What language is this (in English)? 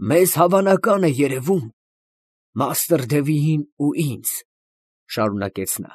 Armenian